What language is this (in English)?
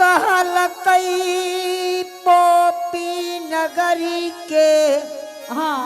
Angika